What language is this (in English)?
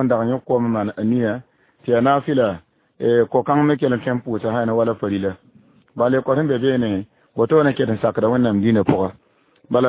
Mossi